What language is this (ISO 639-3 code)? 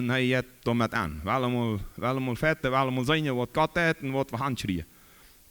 pdt